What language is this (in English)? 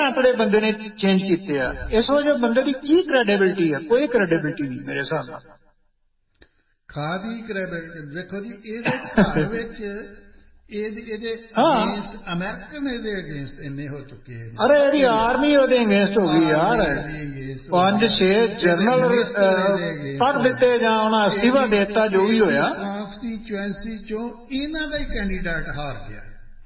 Punjabi